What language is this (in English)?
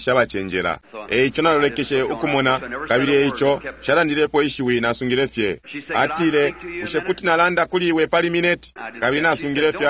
Bemba